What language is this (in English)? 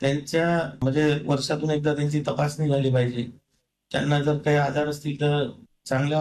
Marathi